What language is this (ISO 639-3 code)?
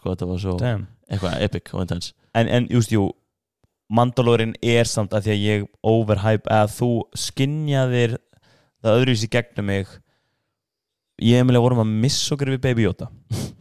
isl